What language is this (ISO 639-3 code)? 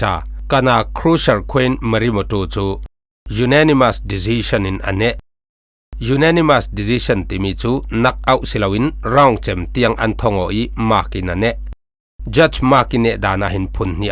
cfm